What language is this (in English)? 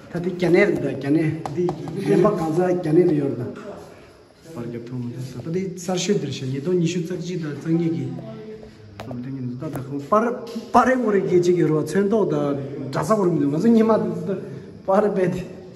Tibetan